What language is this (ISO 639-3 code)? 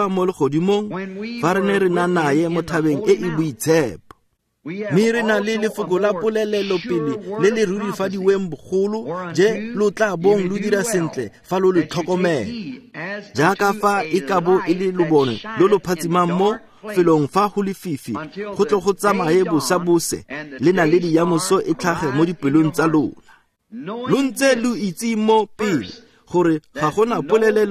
tsn